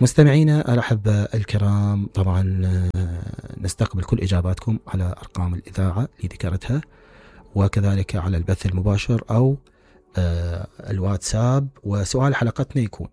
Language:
Mesopotamian Arabic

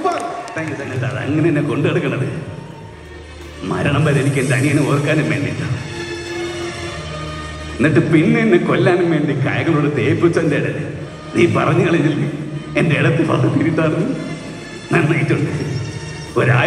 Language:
Malayalam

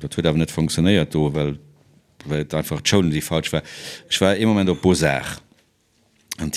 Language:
Luxembourgish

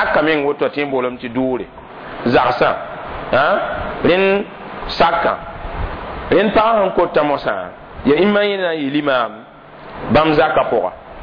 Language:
Mossi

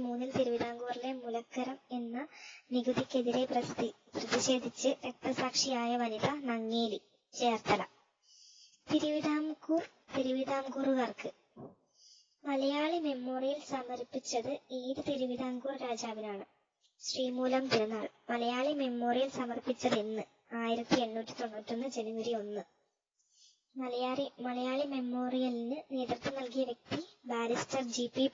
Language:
Malayalam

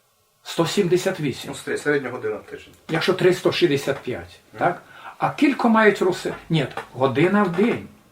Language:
Rusyn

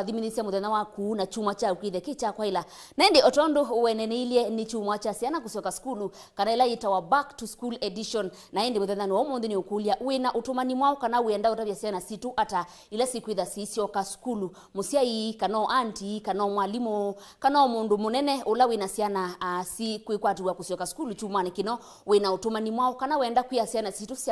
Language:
Kamba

